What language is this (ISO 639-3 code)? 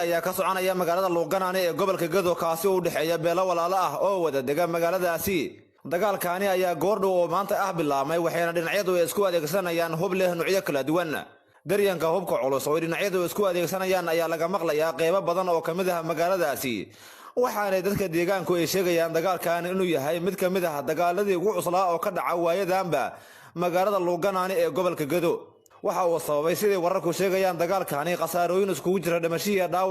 som